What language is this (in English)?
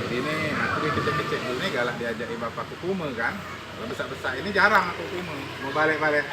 Musi